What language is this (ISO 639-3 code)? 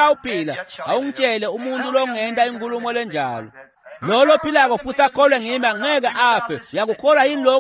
ssw